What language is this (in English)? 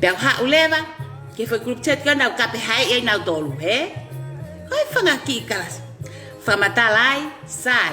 Tongan